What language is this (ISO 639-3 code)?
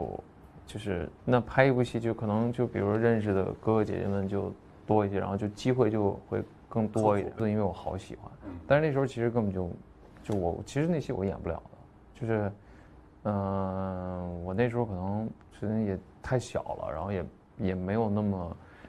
zho